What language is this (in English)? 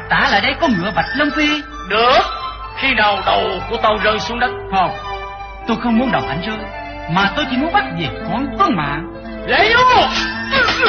Vietnamese